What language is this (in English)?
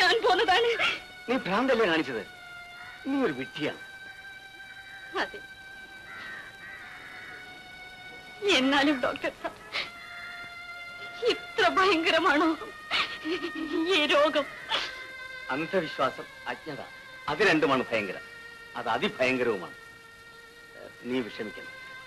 Malayalam